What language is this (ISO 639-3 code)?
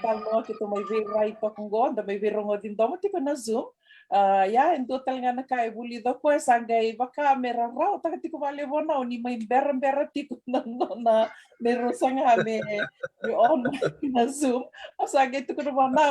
fij